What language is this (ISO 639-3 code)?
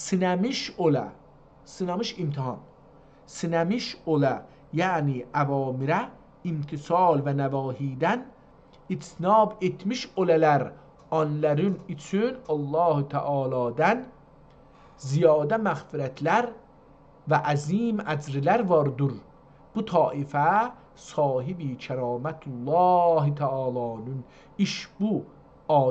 azb